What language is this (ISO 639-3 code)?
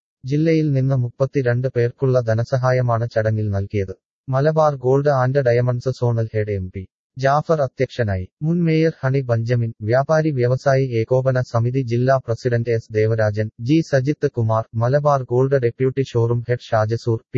mal